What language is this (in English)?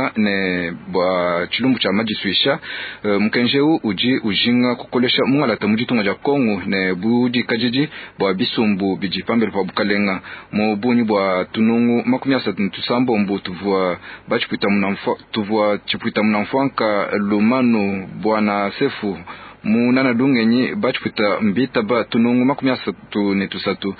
Luba-Lulua